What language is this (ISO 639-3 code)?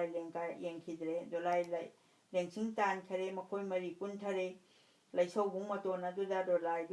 mni